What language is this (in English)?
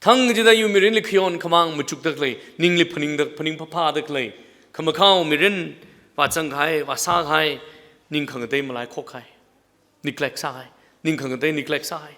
Tangkhul Naga (India)